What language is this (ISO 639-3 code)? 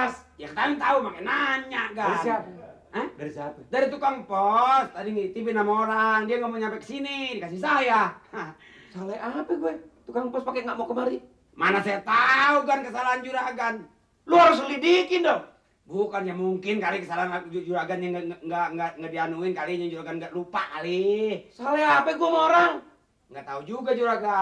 bew